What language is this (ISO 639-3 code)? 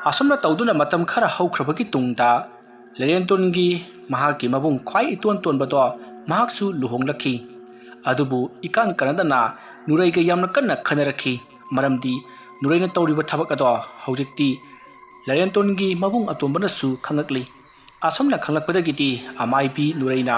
mni